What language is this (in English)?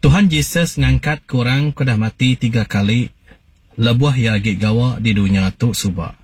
Iban